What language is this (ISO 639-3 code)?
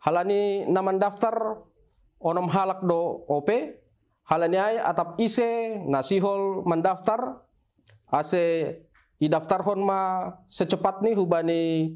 bts